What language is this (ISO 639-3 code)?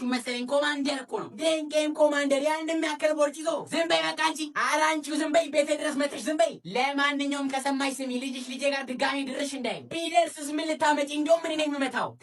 amh